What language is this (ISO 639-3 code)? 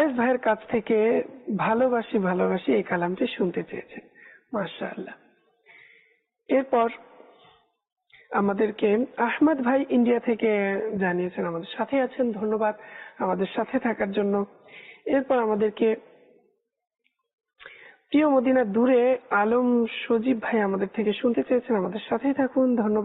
ben